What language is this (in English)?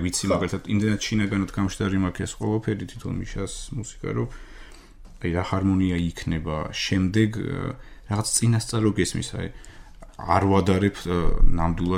Georgian